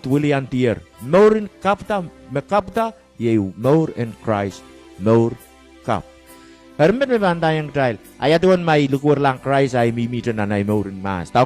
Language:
Pohnpeian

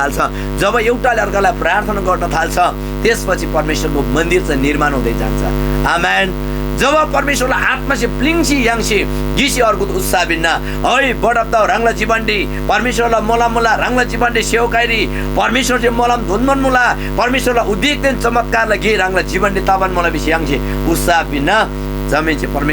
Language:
Eastern Tamang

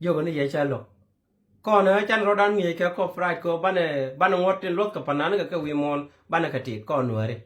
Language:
Nuer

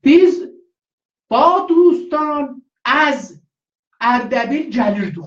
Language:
South Azerbaijani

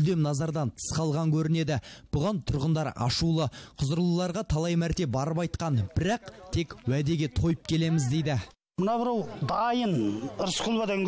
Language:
Kazakh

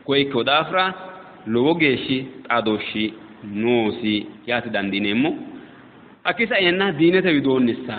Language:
Sidamo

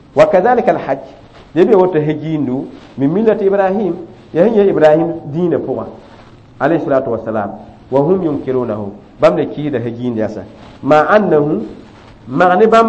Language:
Mossi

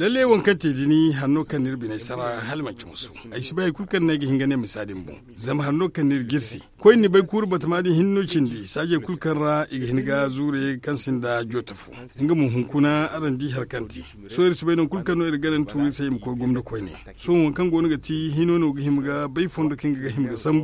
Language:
Zarma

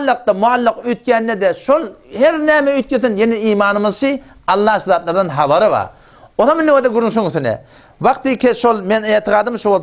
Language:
Turkmen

